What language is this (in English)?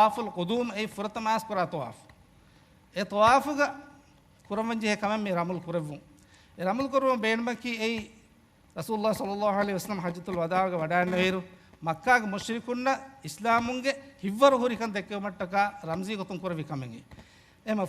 Divehi